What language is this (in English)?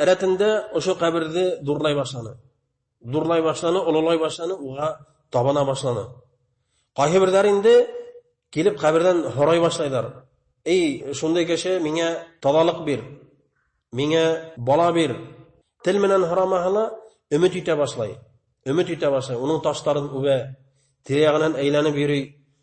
Bashkir